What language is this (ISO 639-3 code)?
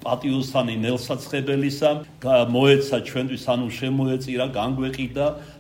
kat